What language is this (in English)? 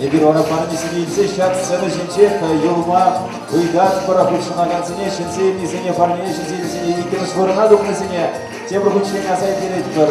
Chuvash